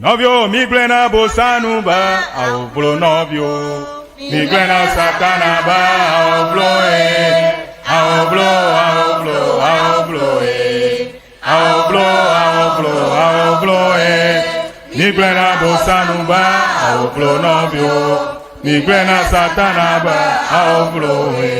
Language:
Ewe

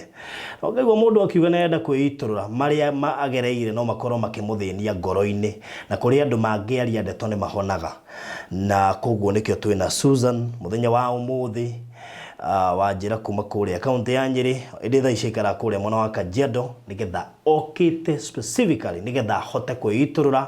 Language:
Kikuyu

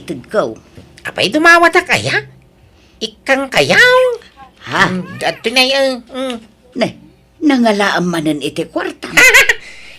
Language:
Iloko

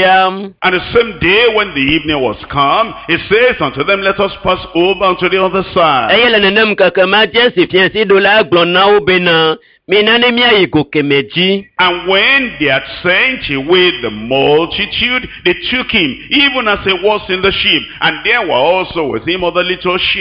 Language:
Ewe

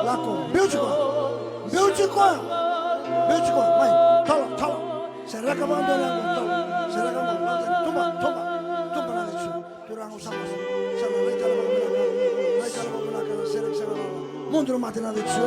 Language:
Fijian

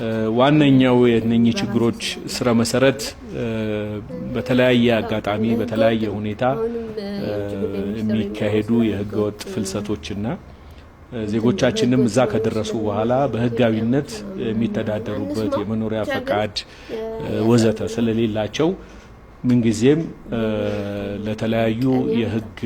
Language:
Amharic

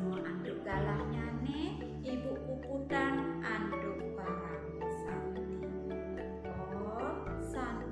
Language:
Balinese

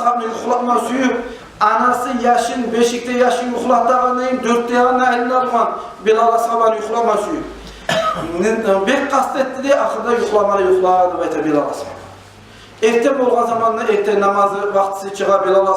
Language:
Kumyk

